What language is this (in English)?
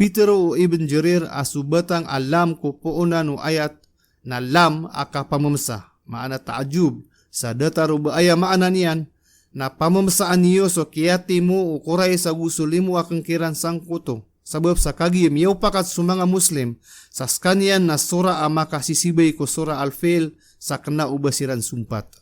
Maranao